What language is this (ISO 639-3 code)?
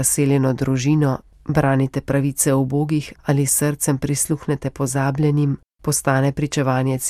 slv